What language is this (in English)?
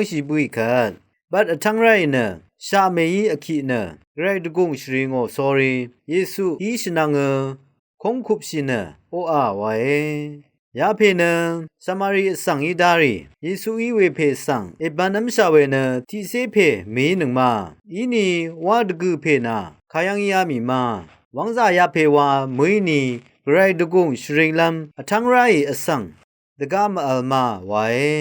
Rawang